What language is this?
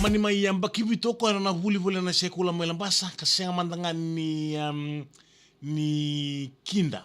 Fijian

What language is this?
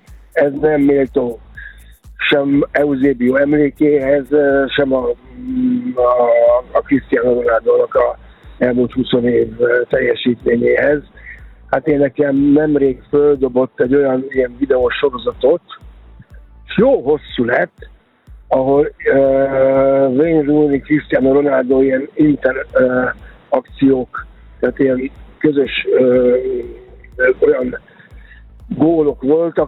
Hungarian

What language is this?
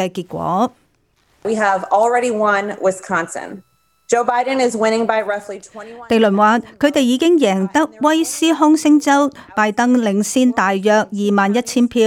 Cantonese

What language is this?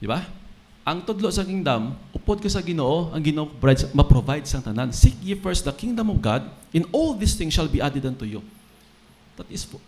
Hiligaynon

